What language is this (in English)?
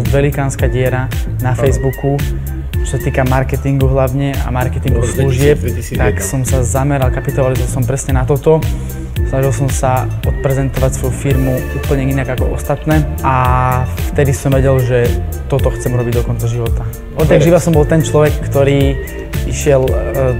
Slovak